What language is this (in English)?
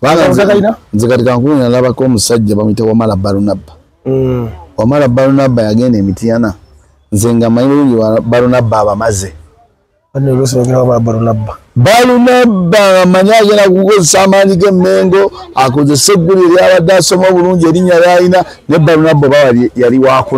Ganda